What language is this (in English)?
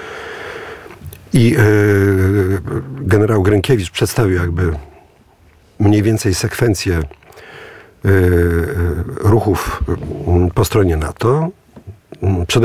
Polish